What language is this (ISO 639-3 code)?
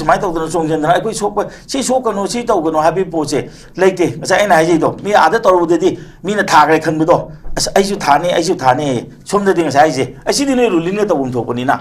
mni